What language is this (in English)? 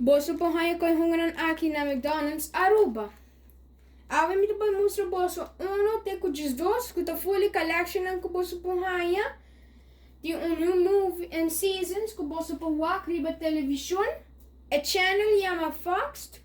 Papiamento